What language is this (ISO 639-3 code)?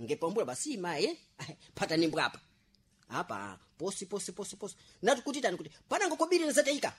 seh